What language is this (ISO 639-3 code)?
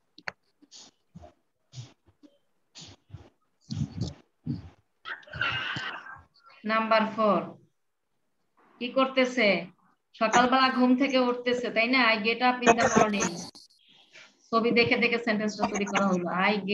ben